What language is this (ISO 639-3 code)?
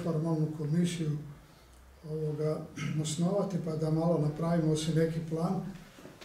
hrv